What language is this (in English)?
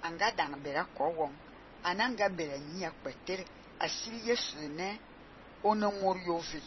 Fang